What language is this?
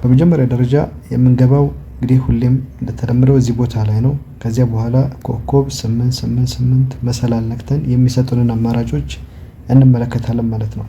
Amharic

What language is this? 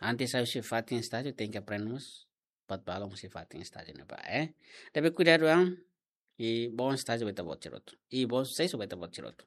Tetum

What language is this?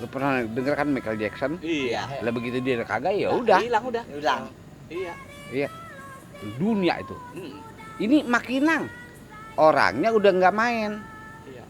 Betawi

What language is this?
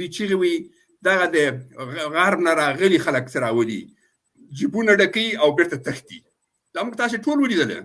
Pashto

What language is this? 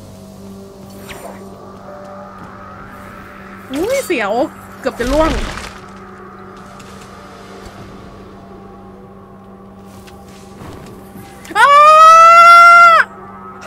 Thai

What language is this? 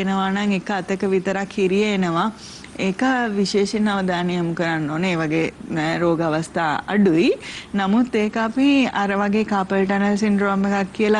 Sinhala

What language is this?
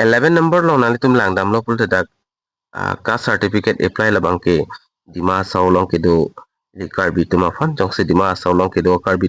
Karbi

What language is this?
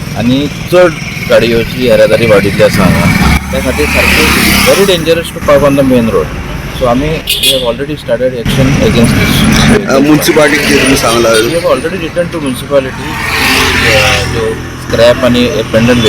Konkani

